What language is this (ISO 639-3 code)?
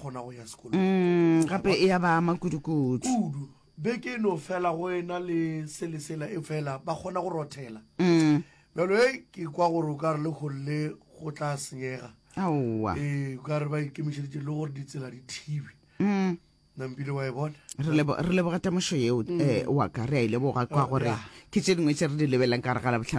nso